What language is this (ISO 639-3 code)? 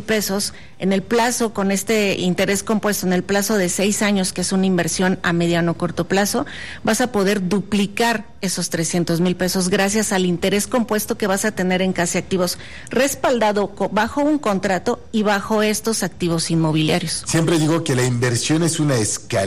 spa